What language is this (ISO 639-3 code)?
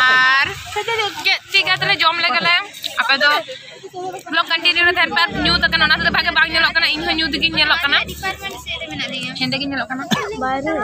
sat